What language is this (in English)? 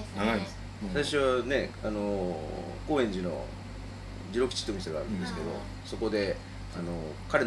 Japanese